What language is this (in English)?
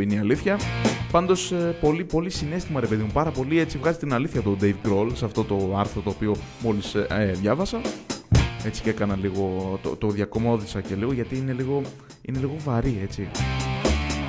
Greek